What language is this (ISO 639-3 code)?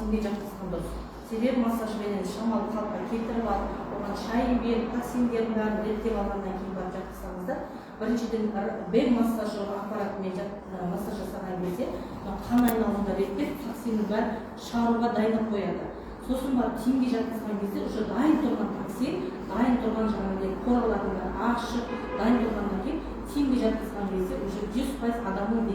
kaz